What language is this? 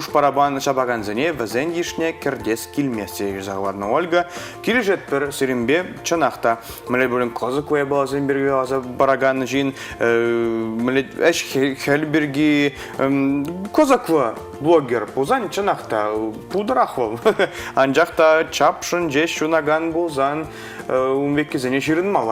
Chuvash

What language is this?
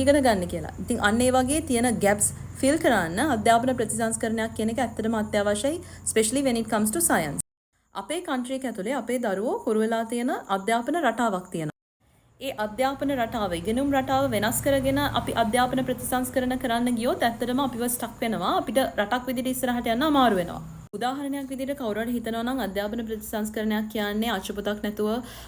Sinhala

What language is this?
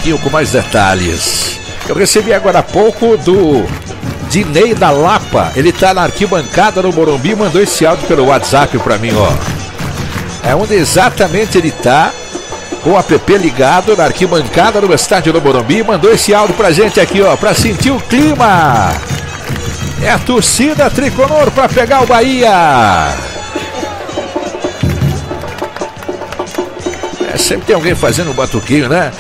Portuguese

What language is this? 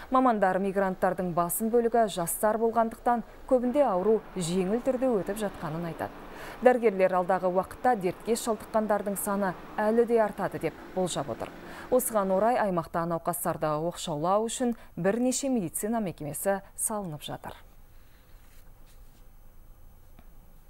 Kazakh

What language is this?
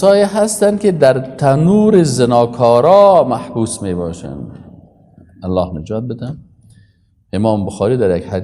Persian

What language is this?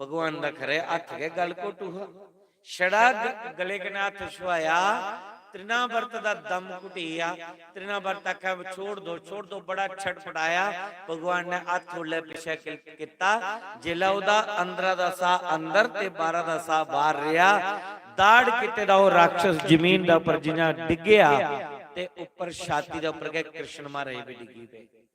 Dogri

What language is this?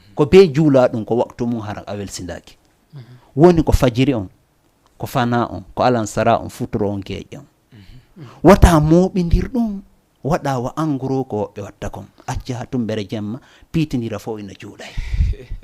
Fula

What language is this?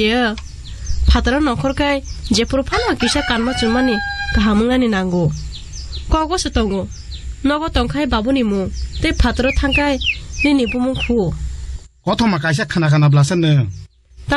Kok Borok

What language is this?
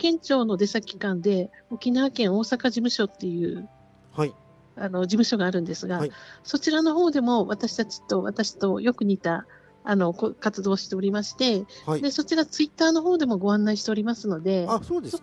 Japanese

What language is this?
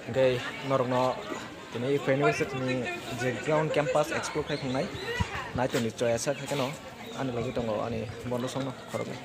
Kok Borok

